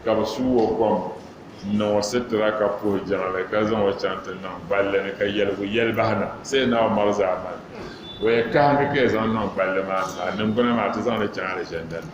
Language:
Dagbani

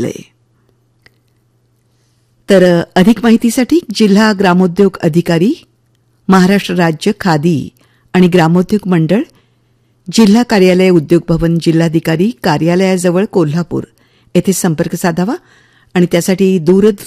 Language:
Marathi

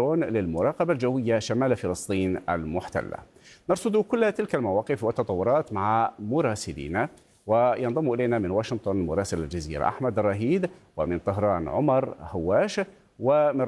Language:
Arabic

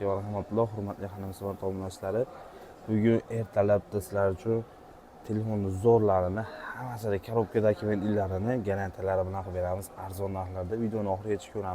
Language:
Uzbek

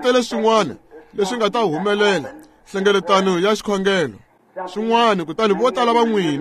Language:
Tsonga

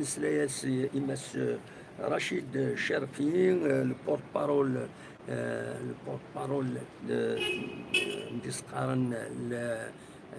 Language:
Kabyle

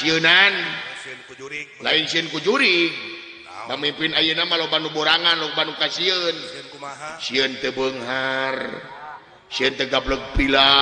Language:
Sundanese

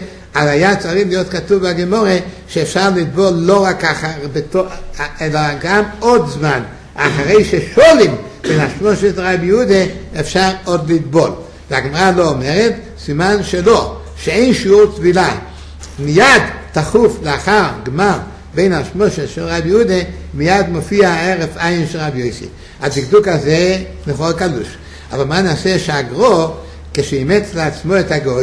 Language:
Hebrew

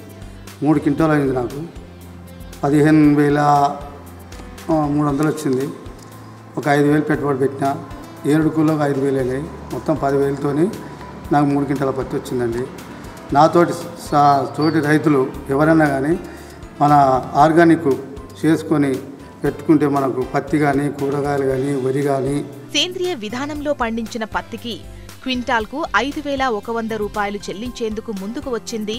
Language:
Telugu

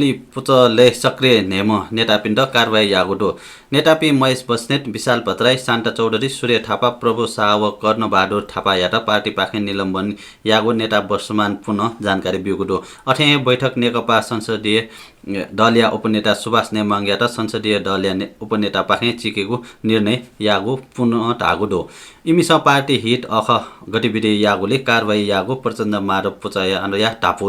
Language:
Newari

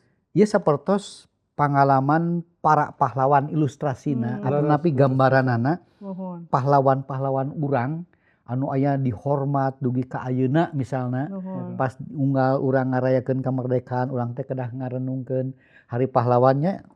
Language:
Sundanese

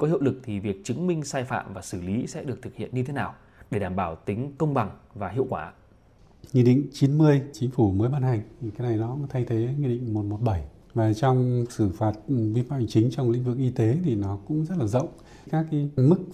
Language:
Vietnamese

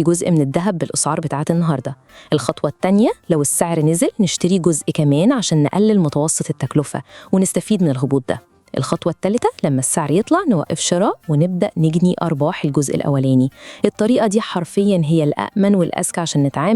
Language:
Egyptian Arabic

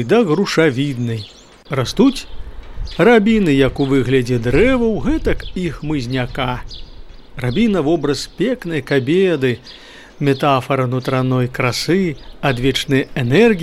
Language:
Belarusian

